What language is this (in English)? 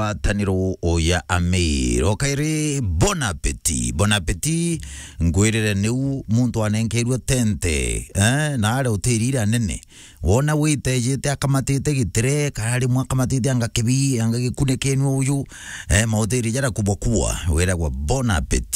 Meru